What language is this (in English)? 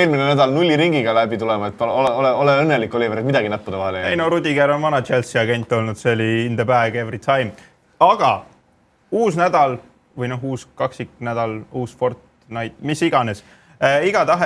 Estonian